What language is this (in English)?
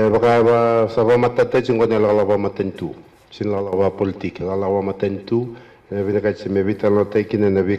Fijian